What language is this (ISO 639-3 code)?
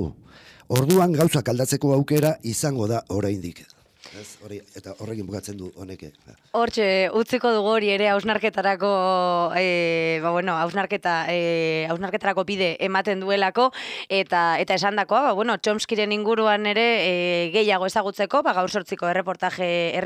eus